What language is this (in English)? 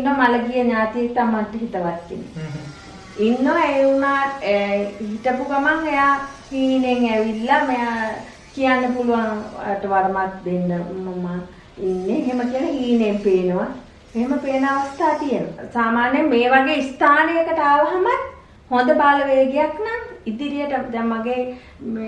Sinhala